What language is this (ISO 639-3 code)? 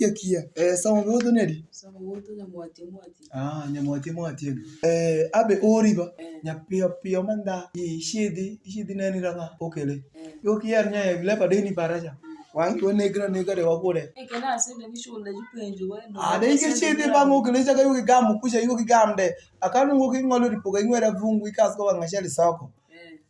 alz